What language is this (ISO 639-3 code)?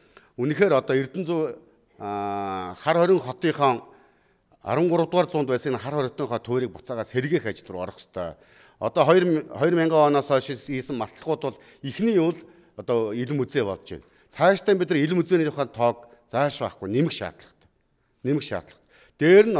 mon